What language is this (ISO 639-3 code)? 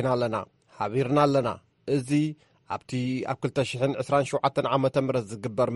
tir